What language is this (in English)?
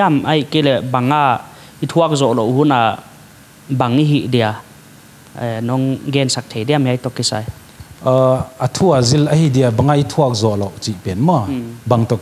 Paite Chin